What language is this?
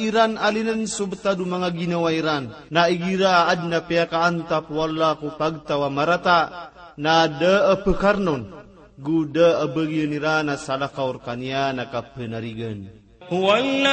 Maranao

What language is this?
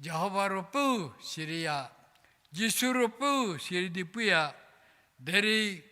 Angami Naga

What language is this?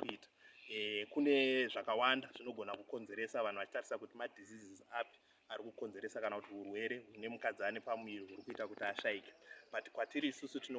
Shona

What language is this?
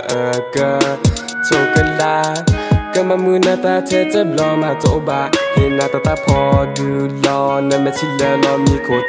Thai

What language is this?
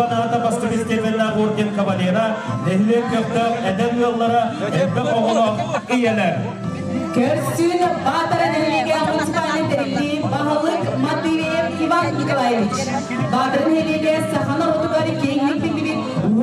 Yakut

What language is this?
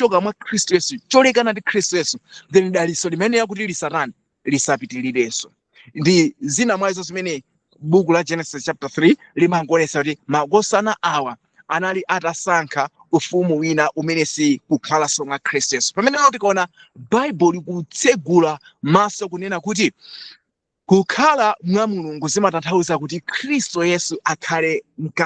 Nyanja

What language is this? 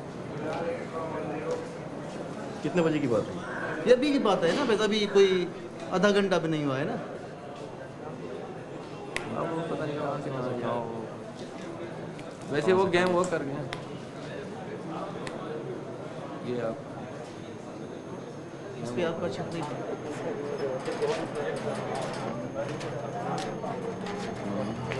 Hindi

